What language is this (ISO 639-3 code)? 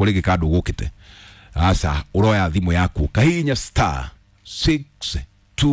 kik